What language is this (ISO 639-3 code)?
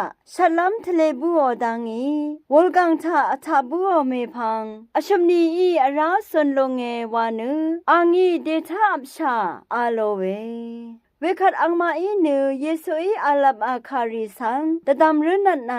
raw